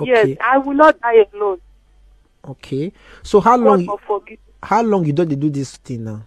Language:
Nigerian Pidgin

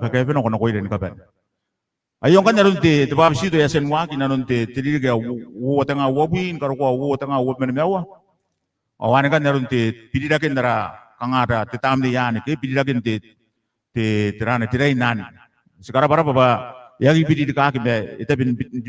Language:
Gilbertese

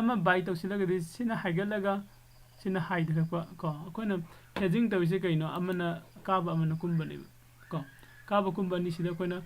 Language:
Manipuri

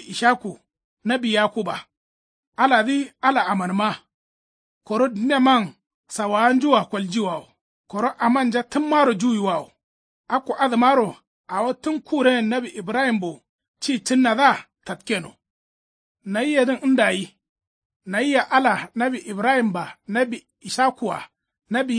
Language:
Kanuri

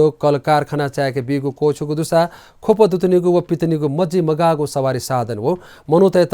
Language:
Newari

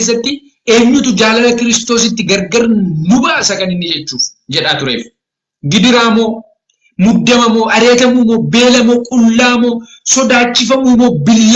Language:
Oromo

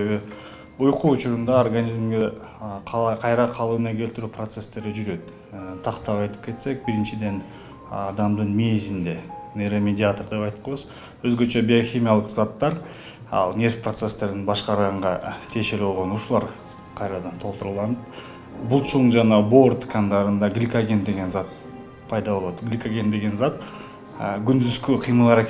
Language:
Kyrgyz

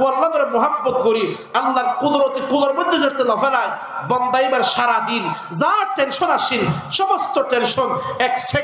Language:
Rohingya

